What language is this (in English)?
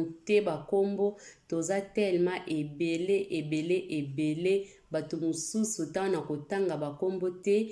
Lingala